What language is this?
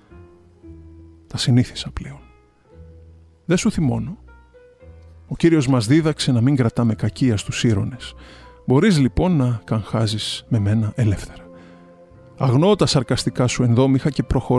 Greek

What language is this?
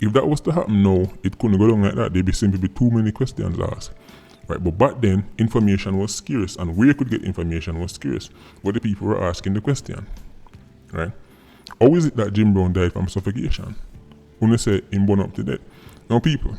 Jamaican Creole English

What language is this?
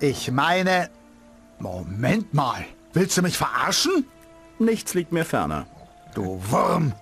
Bavarian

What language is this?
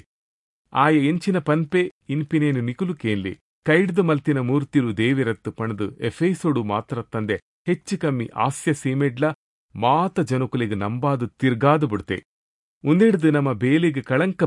Tulu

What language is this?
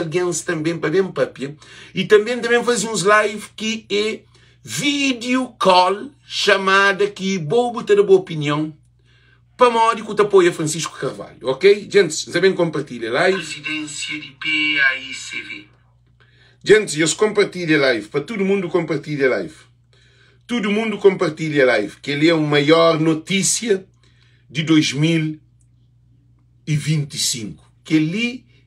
Kabuverdianu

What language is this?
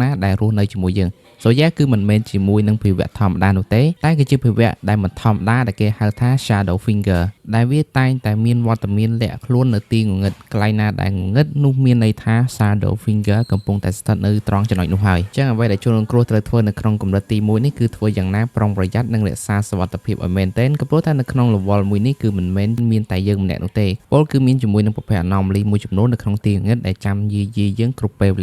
Khmer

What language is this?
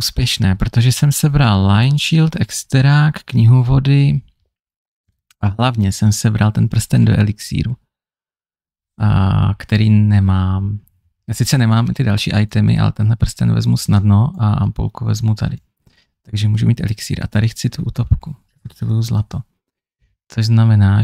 Czech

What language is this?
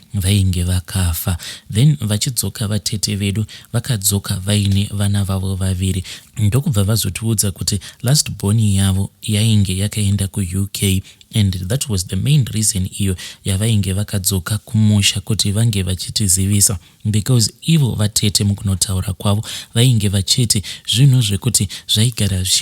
Shona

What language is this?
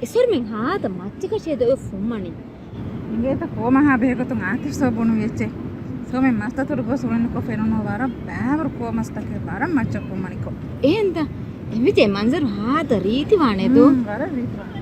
Divehi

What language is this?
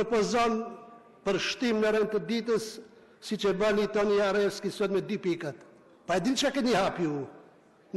Albanian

